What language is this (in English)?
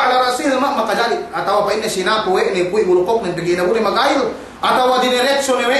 Yakan